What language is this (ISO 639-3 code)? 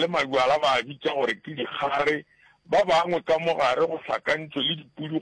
nso